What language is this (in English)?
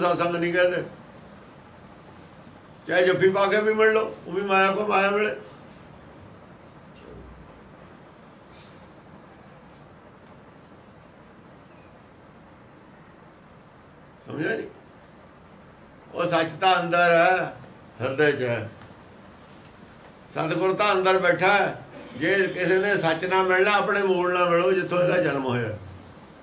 Punjabi